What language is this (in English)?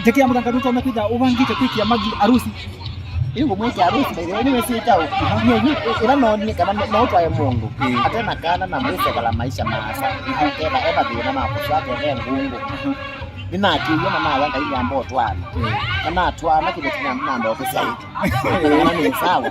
Kamba